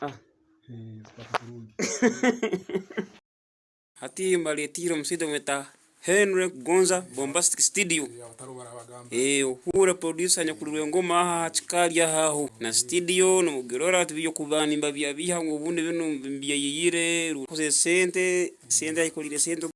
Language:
Tooro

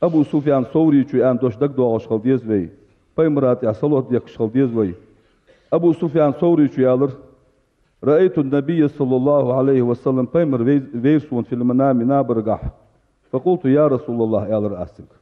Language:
Ingush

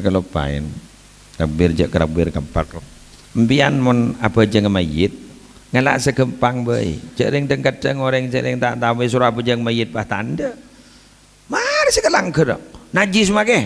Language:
Madurese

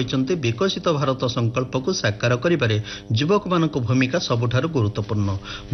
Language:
Odia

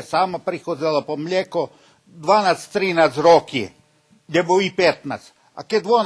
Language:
Rusyn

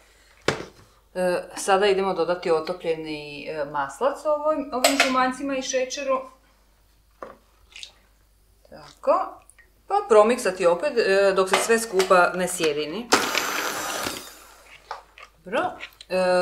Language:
Croatian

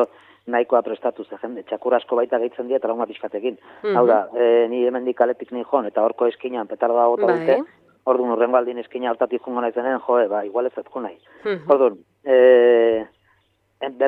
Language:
Basque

